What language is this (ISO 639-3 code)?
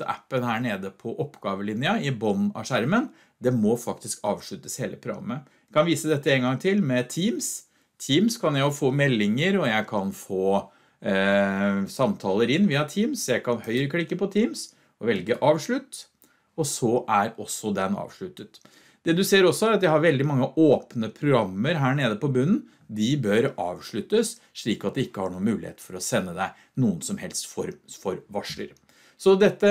nor